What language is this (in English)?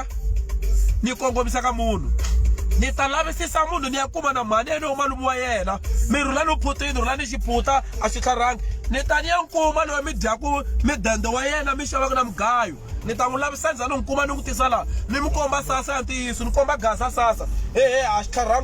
Tsonga